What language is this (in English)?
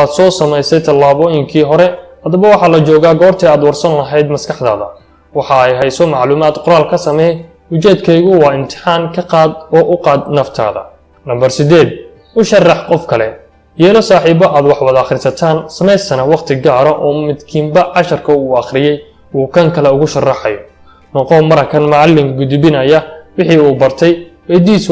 Somali